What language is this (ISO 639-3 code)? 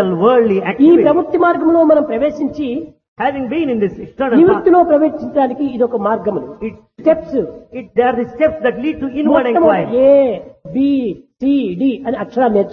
tel